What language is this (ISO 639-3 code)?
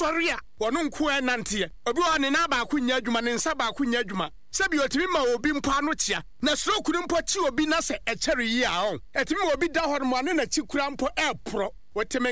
aka